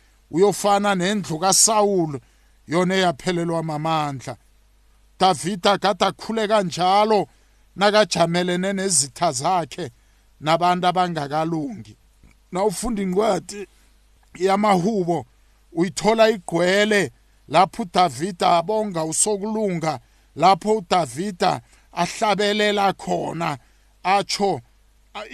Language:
South Ndebele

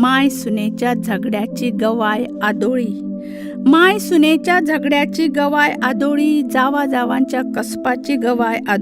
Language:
Konkani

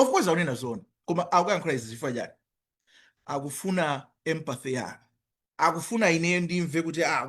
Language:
Nyanja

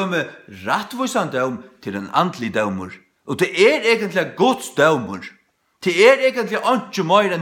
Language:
Faroese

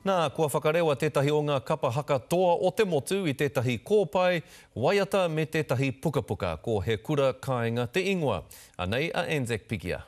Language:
Māori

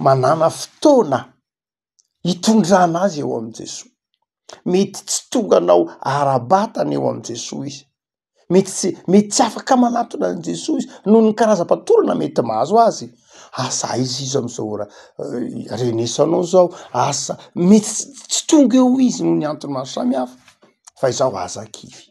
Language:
Malagasy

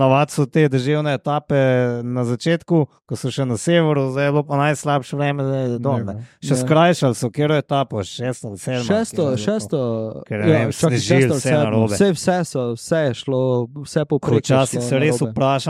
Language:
Slovenian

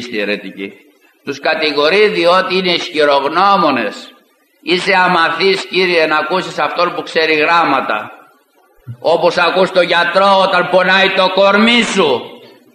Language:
Greek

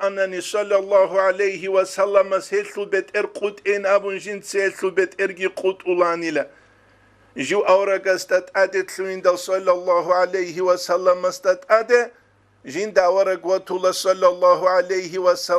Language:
Avaric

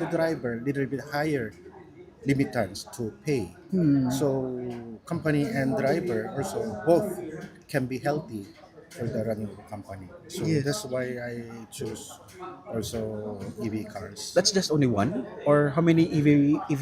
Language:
Hiligaynon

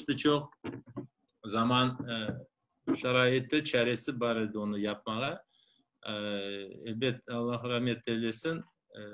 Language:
Crimean Tatar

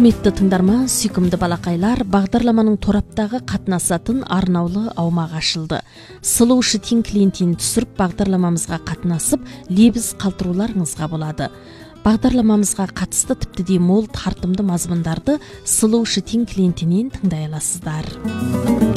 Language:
Kazakh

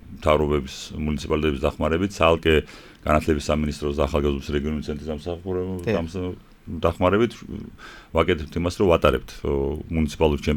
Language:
Georgian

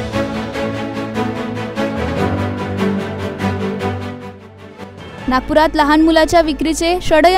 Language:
Marathi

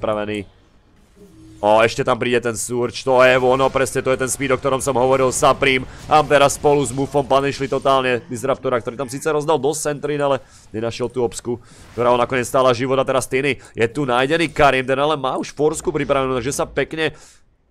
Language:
Slovak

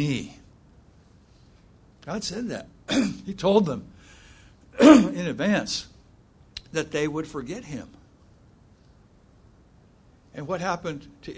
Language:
English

